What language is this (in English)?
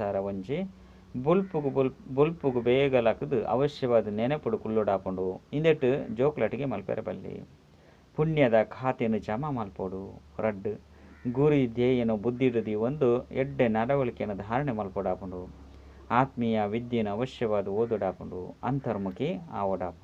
Tulu